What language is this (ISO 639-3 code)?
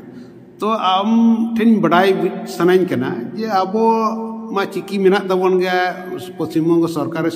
sat